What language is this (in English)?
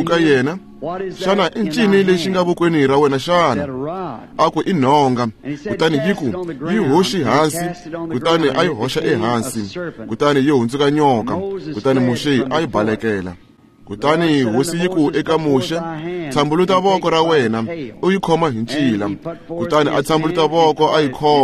Tsonga